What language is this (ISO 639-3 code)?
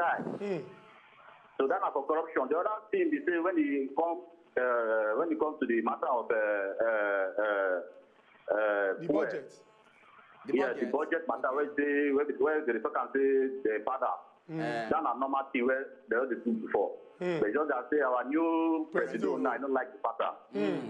pcm